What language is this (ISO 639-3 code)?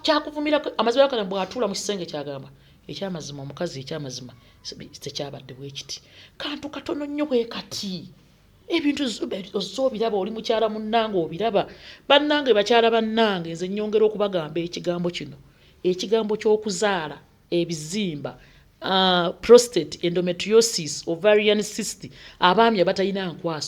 lug